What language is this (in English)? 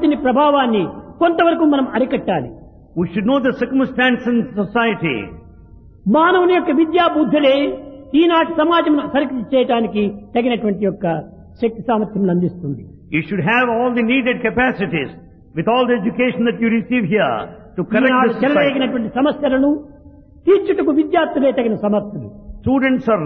Telugu